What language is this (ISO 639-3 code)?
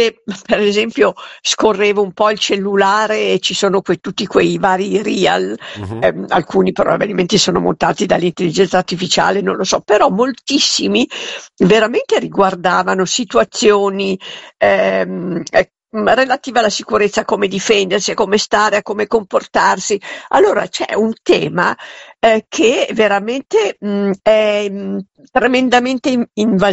ita